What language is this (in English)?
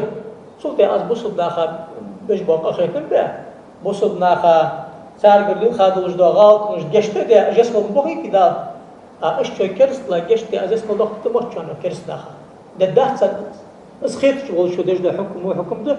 Ingush